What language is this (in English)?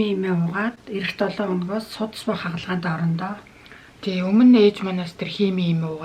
Mongolian